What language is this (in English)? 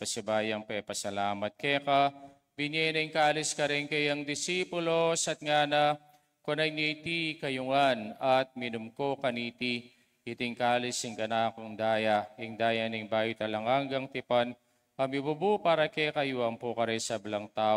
Pampanga